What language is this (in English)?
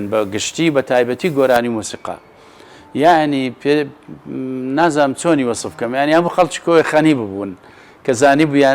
Central Kurdish